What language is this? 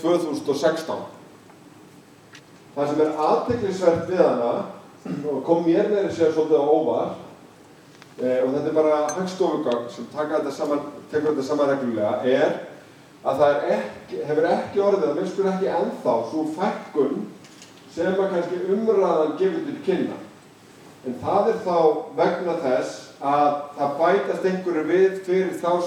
Icelandic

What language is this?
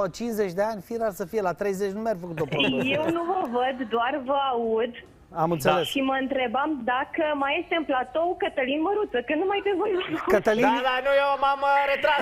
Romanian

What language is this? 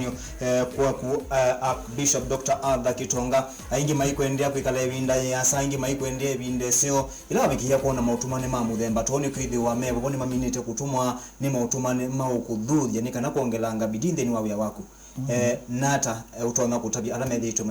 Kamba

